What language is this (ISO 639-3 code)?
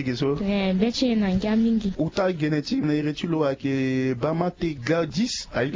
sag